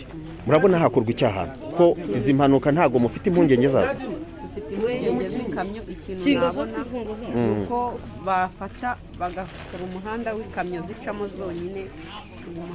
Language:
Kinyarwanda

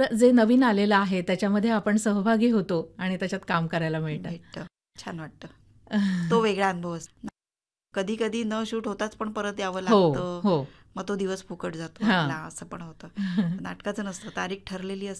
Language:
Marathi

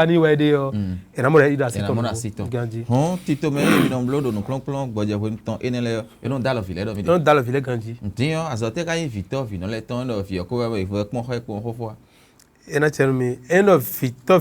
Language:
Fon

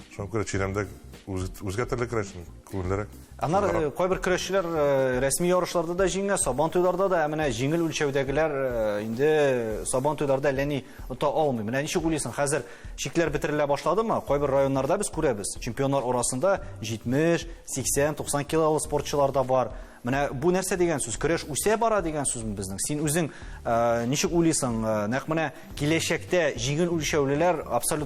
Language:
Tatar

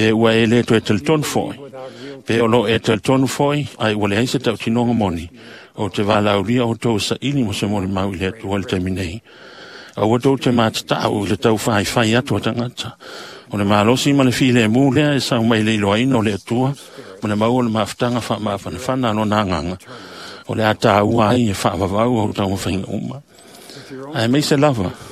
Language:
Samoan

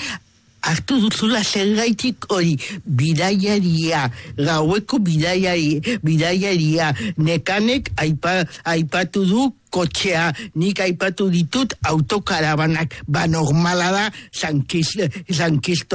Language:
Basque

